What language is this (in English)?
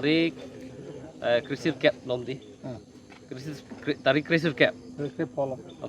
Karbi